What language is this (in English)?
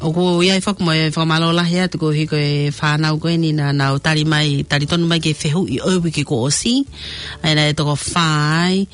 Tongan